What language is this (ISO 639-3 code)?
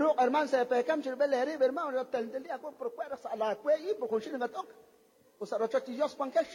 kek